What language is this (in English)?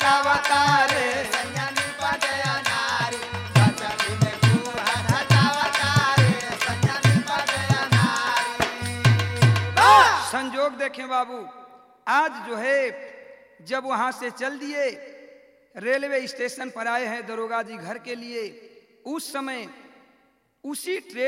Bhojpuri